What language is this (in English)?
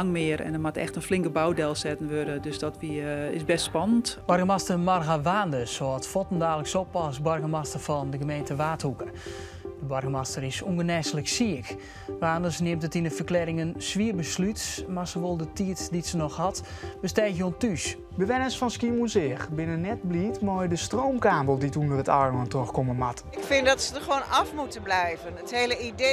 Western Frisian